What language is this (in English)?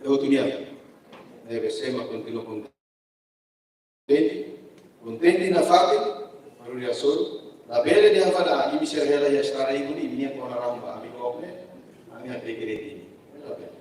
Tetum